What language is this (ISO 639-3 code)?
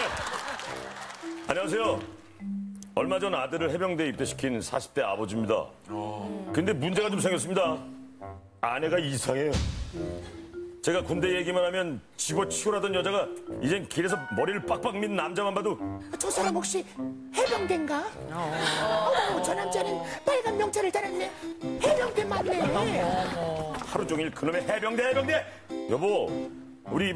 kor